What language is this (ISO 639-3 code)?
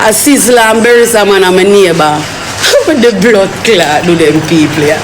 jam